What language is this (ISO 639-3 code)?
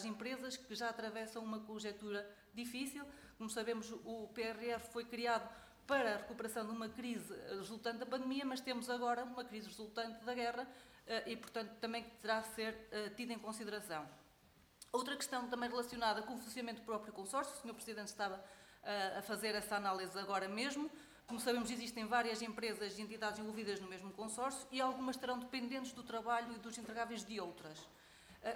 por